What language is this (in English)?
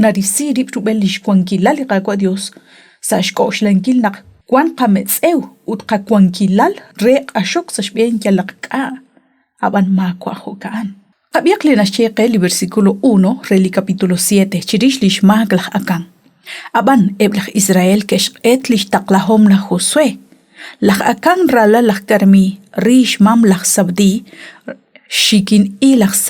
Kekchí